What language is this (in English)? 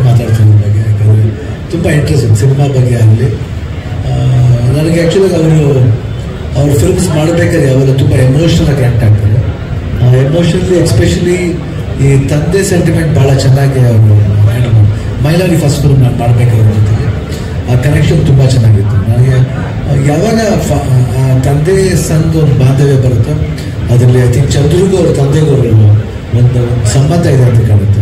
Kannada